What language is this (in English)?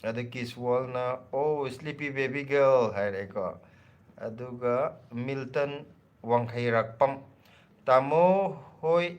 Manipuri